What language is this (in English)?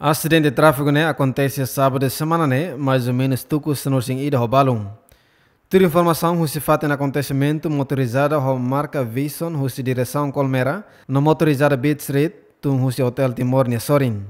Tetum